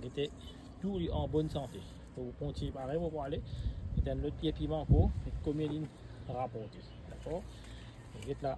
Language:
Morisyen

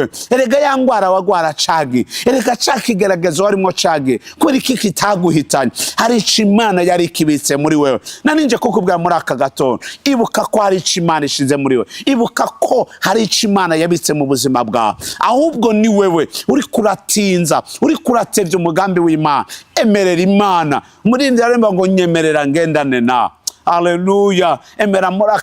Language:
Rundi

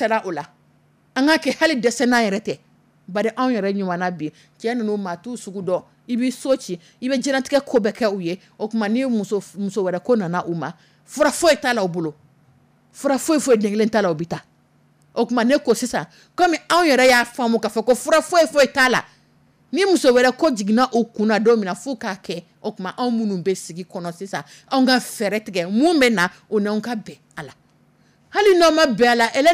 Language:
Dyula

